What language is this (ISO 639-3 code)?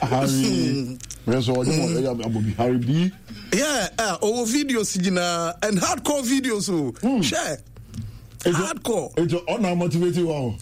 aka